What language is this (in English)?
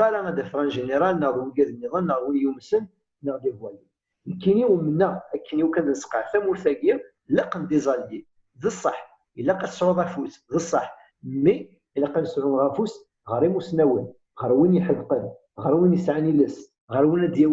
Kabyle